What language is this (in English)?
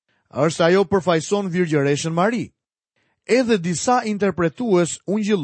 Albanian